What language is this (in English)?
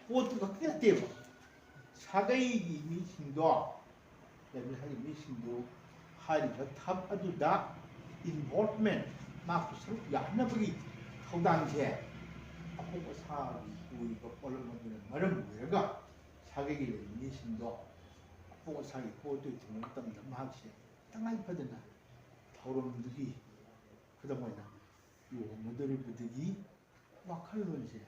Manipuri